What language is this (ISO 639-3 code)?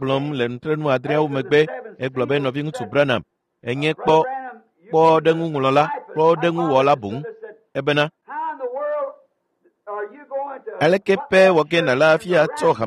ewe